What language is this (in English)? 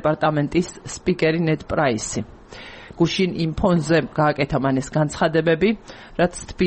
Georgian